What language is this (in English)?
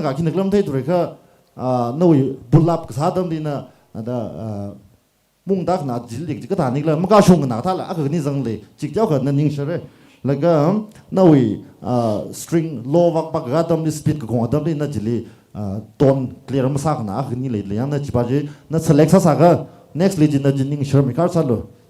Tangkhul Naga (India)